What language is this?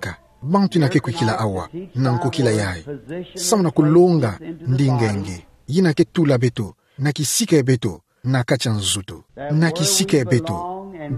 Kituba (Democratic Republic of Congo)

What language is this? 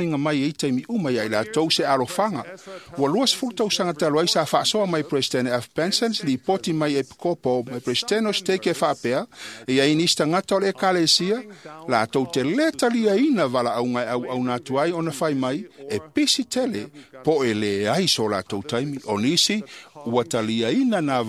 Samoan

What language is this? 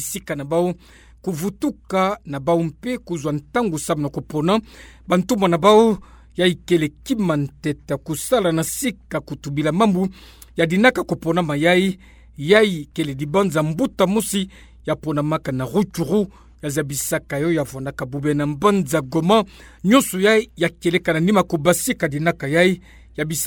Kituba (Democratic Republic of Congo)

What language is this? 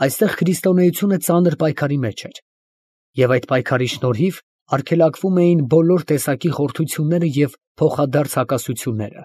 Armenian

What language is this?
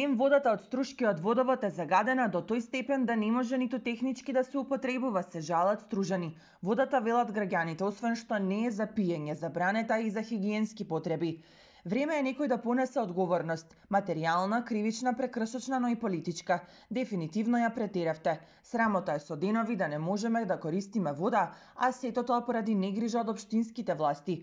Macedonian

